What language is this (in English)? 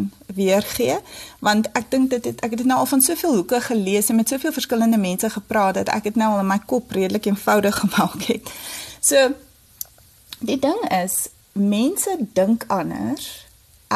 Afrikaans